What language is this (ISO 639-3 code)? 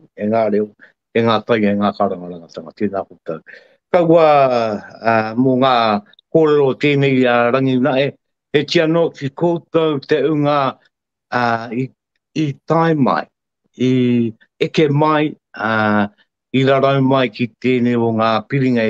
mri